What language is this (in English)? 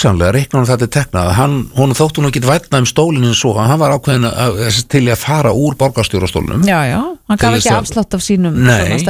Icelandic